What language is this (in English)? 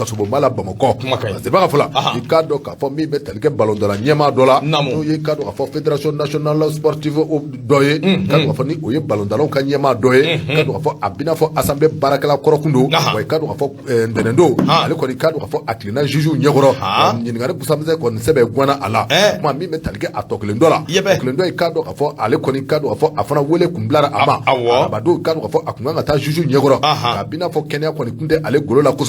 Bambara